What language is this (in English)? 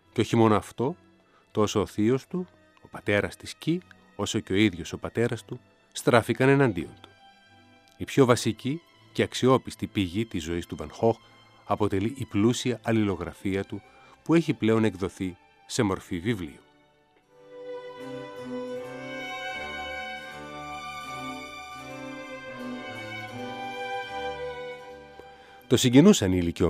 Greek